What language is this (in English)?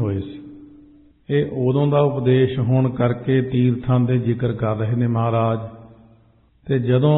Punjabi